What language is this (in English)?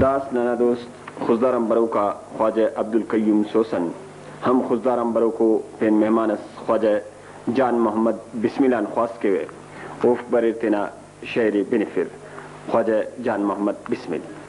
Brahui